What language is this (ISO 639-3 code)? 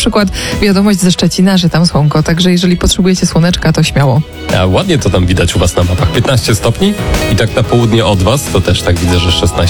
pol